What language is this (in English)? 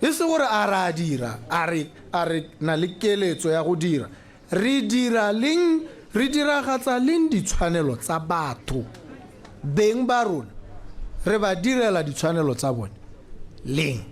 Tswana